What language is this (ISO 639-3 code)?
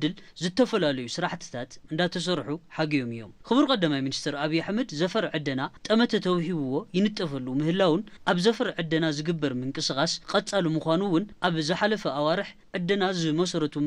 tir